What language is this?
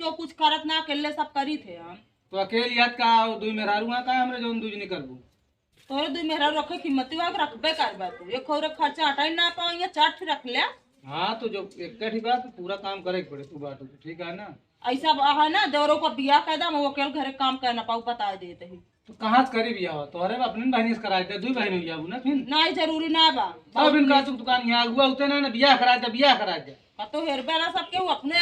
Awadhi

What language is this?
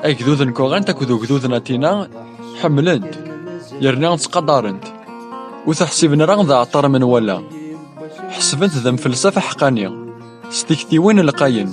Kabyle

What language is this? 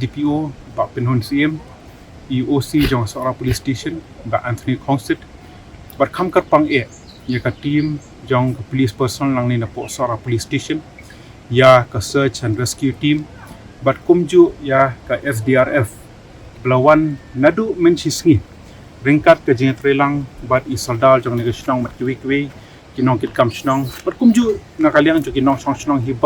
Khasi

